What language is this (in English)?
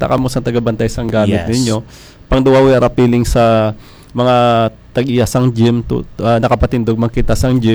Hiligaynon